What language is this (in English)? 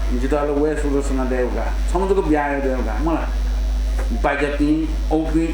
Newari